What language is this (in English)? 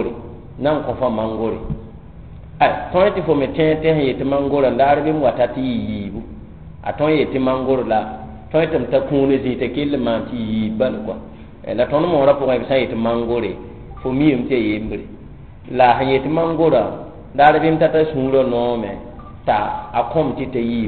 Mossi